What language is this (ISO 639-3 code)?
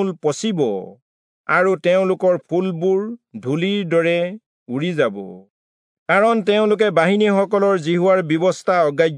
asm